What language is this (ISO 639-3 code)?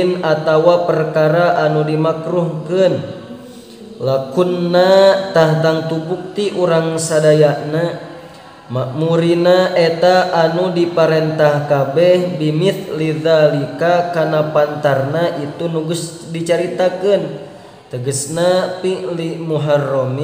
sun